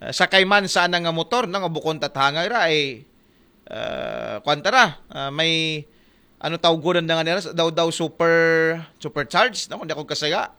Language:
Aklanon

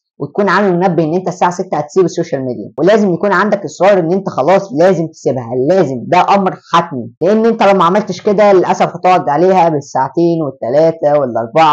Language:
Egyptian Arabic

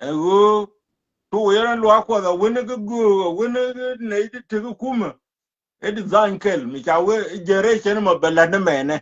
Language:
Nuer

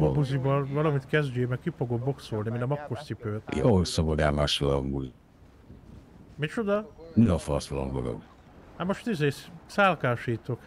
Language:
Hungarian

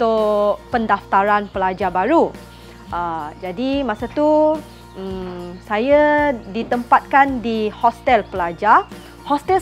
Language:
Malay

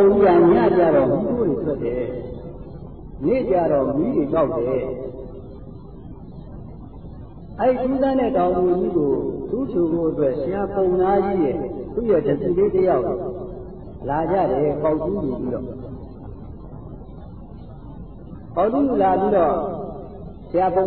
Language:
Burmese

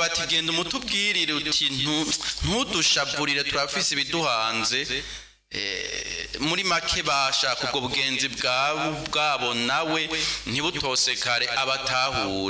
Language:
Rundi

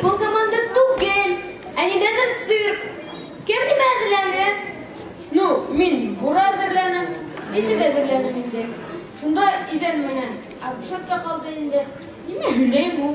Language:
Bashkir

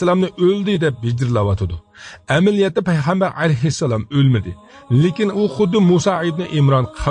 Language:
Uyghur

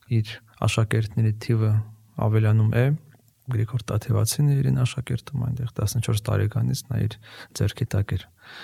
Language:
Armenian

